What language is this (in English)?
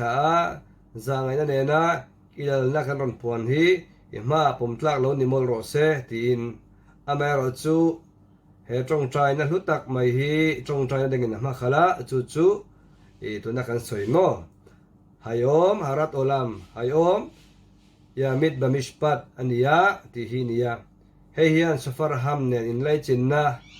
Mizo